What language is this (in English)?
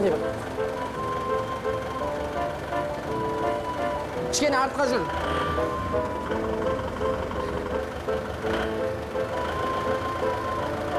Kazakh